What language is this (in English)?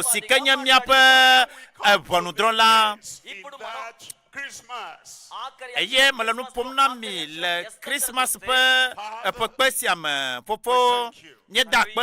Ewe